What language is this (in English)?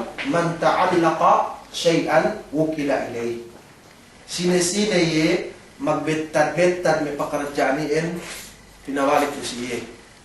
Yakan